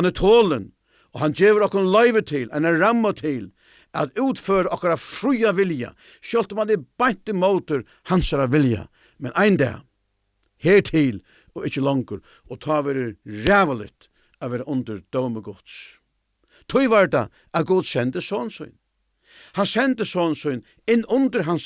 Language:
Faroese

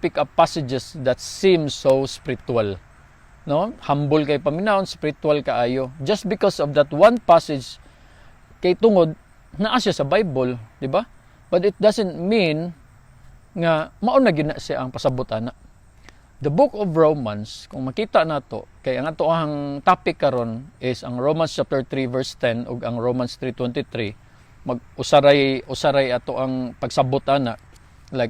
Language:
Cebuano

